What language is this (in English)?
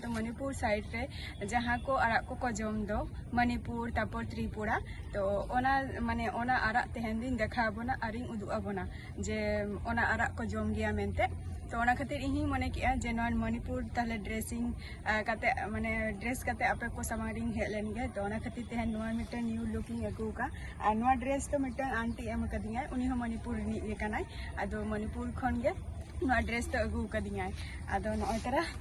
Santali